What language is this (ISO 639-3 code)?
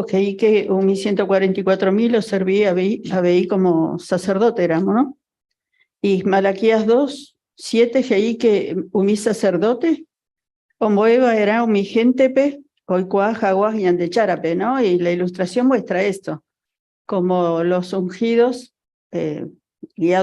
grn